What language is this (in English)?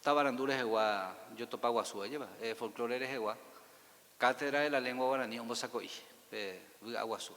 Guarani